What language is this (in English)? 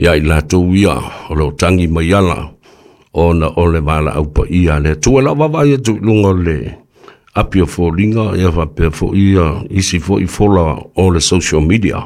Samoan